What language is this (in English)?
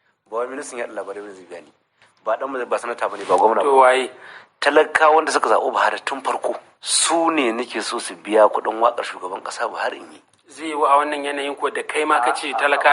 Hausa